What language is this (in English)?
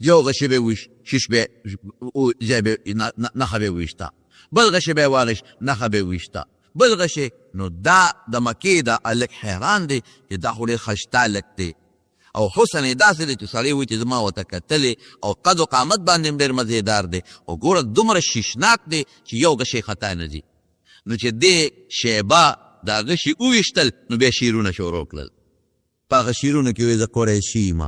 Pashto